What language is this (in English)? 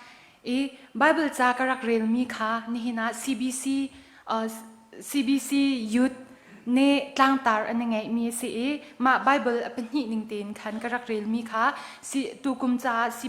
Hakha Chin